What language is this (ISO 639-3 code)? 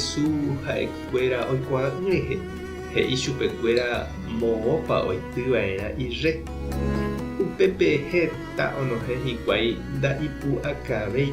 grn